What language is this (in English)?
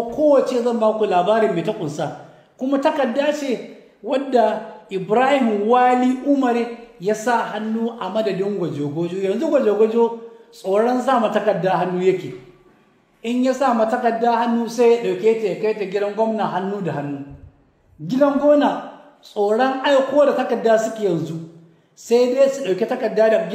Hausa